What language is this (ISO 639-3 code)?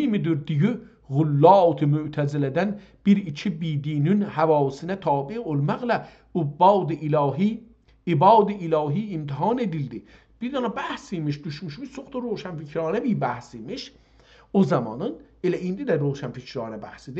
azb